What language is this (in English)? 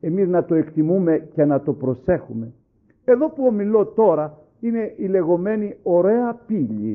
Greek